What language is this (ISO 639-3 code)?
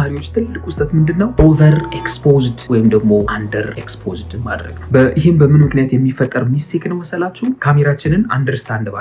amh